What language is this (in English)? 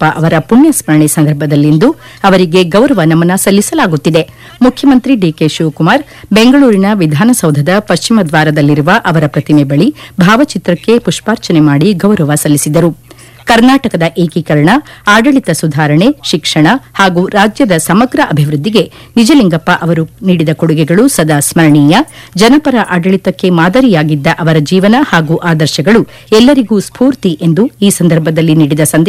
Kannada